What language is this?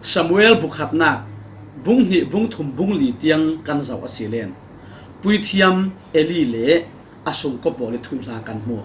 Falam Chin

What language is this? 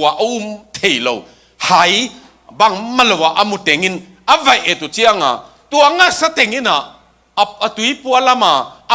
Tedim Chin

